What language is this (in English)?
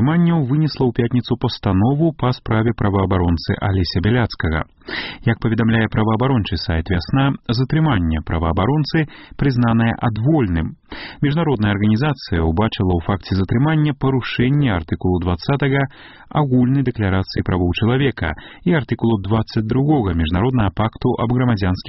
Belarusian